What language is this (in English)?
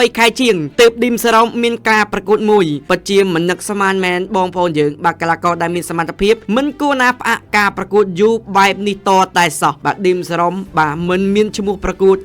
Khmer